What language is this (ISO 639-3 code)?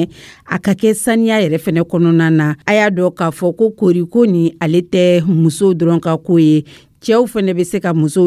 dyu